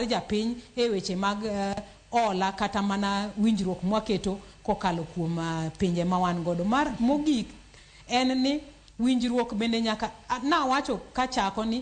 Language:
Luo (Kenya and Tanzania)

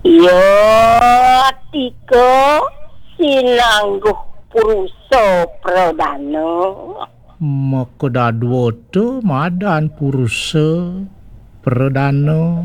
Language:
Balinese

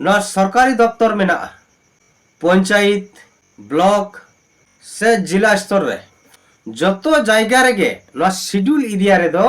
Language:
Santali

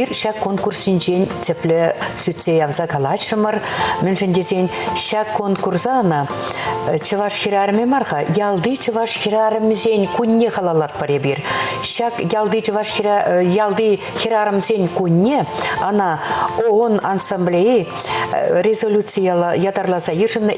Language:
Chuvash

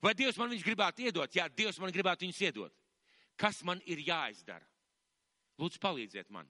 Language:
Latvian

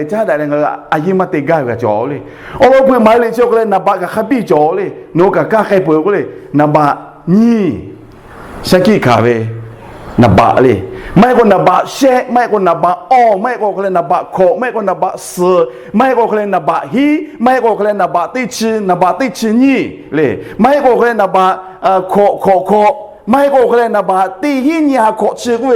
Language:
Lahu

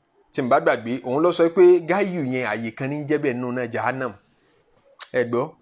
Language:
Yoruba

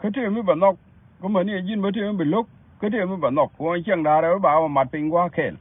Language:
Nuer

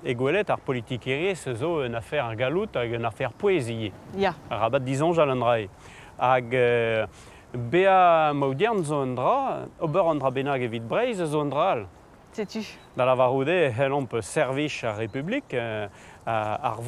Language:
Breton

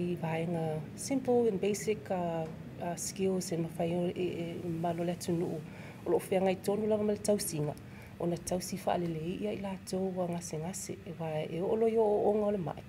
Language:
Samoan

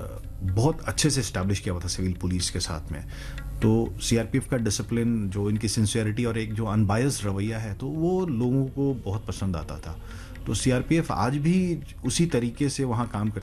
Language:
Hindi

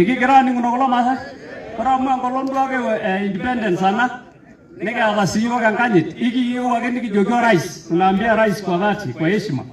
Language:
Masai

